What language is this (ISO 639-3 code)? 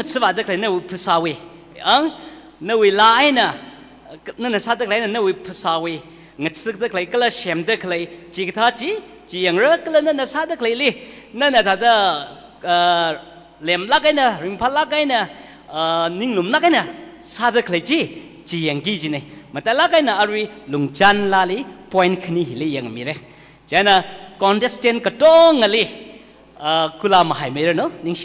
nmf